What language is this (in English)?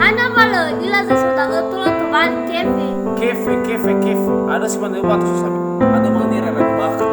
Nias